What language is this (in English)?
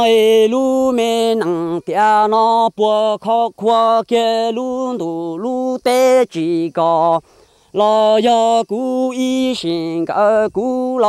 Vietnamese